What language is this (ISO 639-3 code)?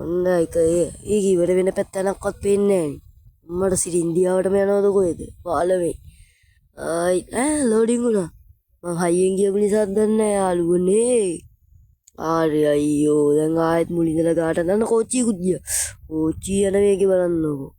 sin